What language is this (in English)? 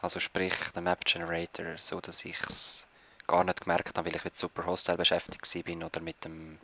Swiss German